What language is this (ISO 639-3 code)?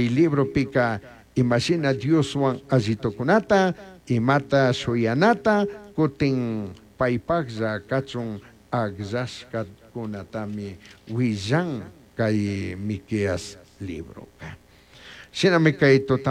qug